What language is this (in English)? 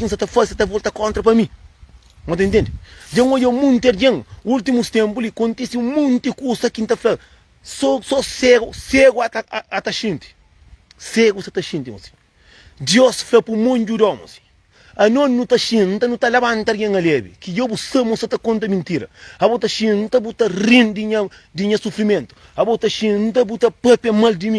Kabuverdianu